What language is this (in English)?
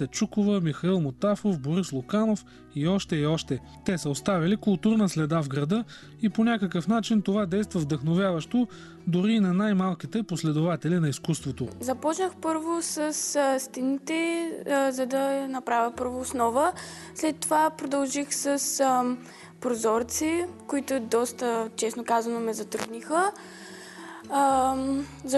Bulgarian